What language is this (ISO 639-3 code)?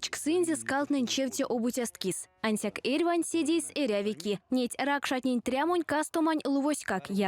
myv